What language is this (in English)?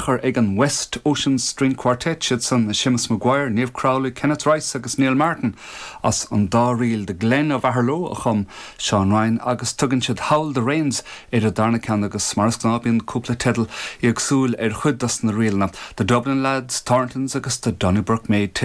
Irish